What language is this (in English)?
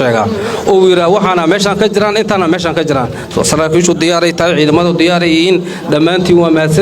Somali